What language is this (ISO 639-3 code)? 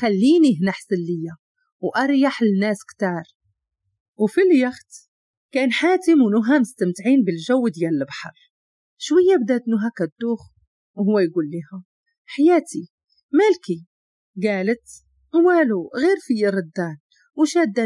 ary